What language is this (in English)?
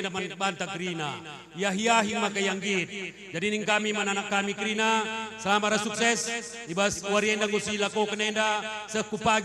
Batak Karo